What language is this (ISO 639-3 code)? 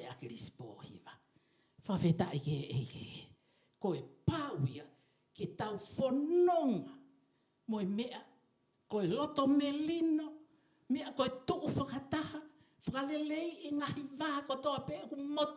ton